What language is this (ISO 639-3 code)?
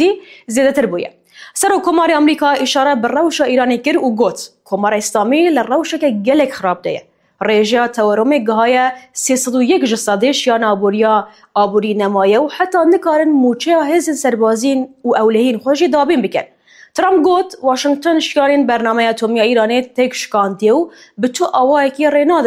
kur